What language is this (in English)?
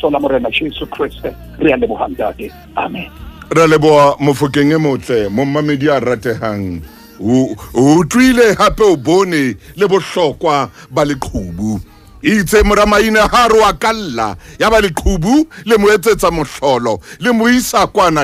Southern Sotho